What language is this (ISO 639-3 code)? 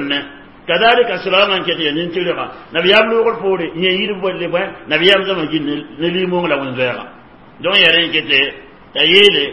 mos